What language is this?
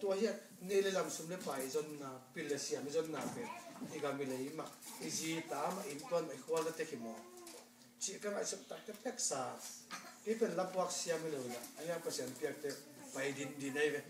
Tedim Chin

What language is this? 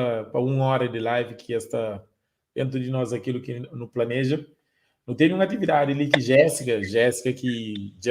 Kabuverdianu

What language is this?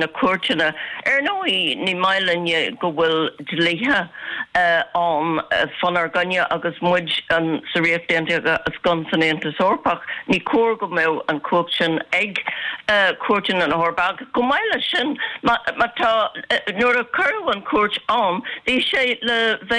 Irish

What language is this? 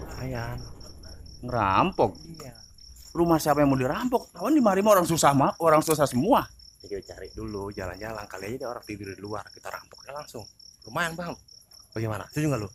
Betawi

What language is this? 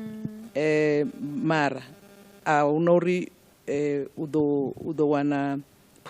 Venda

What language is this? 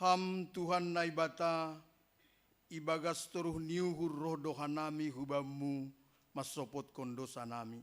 Batak Simalungun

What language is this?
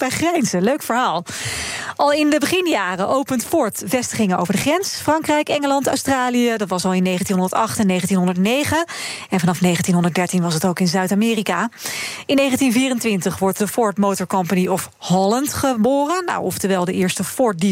Dutch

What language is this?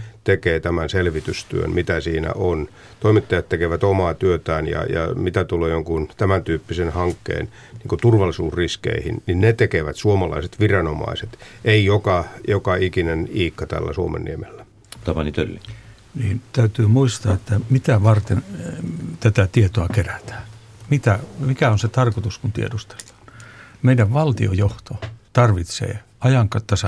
Finnish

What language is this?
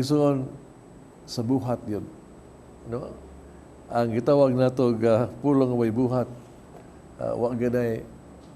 Cebuano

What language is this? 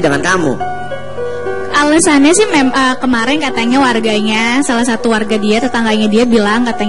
Indonesian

